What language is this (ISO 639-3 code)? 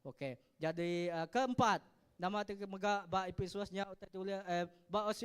iba